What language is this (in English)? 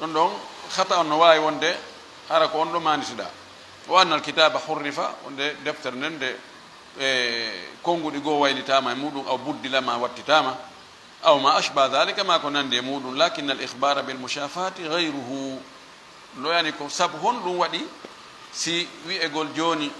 Fula